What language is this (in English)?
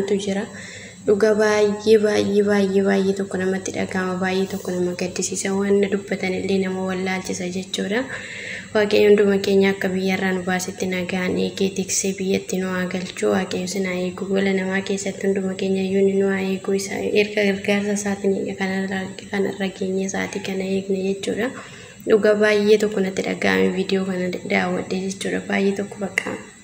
Oromo